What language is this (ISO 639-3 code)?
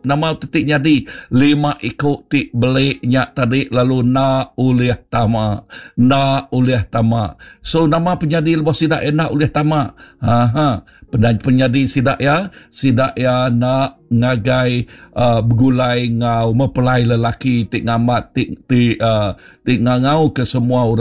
iba